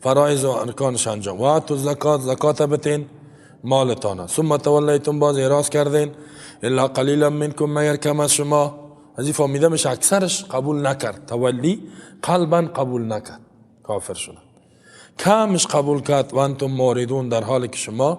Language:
Tajik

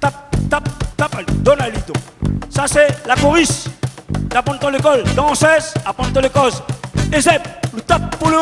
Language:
Réunion Creole French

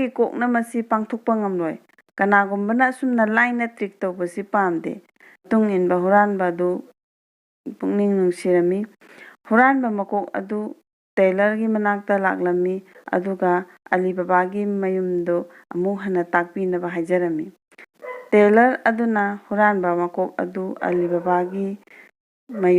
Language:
Manipuri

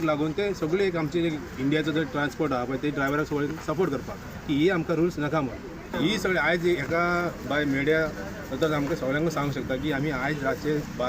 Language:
Konkani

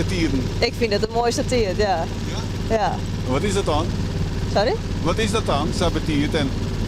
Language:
Western Frisian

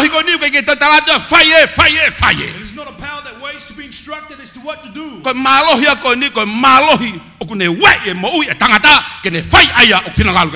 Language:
Tongan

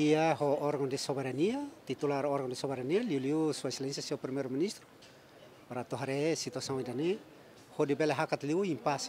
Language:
Tetum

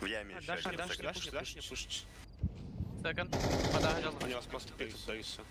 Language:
Yakut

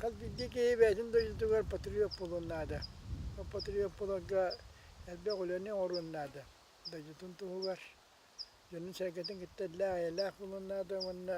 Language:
Yakut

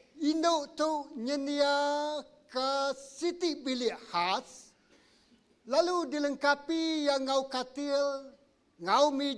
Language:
Iban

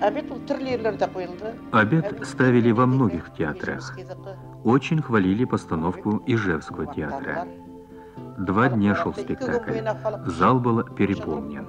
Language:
Bashkir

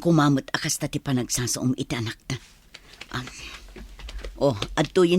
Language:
Iloko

